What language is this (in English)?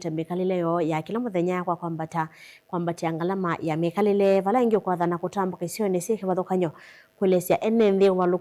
Kamba